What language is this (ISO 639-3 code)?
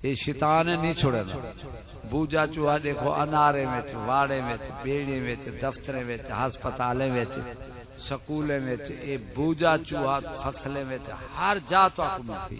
skr